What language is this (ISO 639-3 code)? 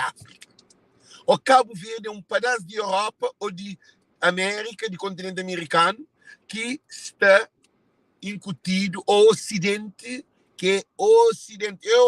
kea